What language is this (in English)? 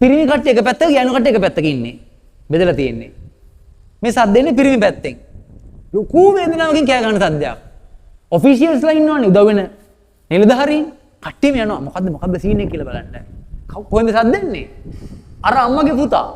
Sinhala